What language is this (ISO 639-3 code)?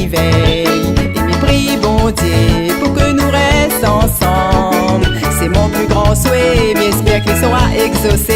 rcf